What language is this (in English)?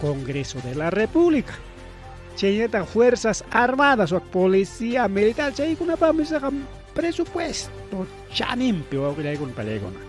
Ayacucho Quechua